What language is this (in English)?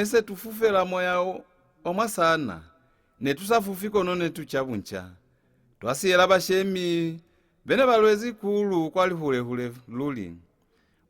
Lozi